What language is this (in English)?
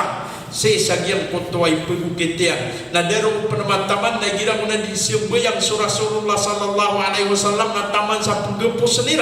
Maranao